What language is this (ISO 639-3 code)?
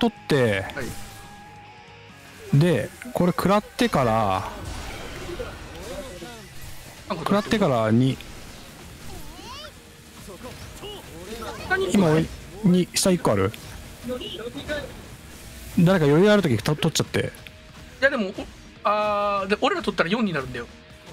jpn